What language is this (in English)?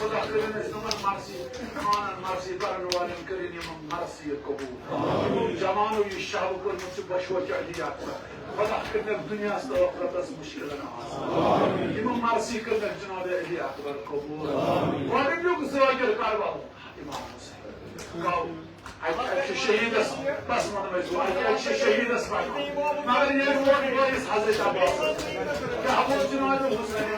Kashmiri